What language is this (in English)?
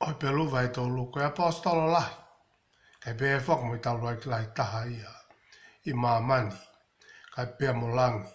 Tongan